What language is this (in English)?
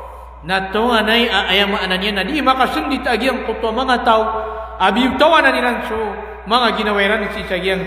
Maranao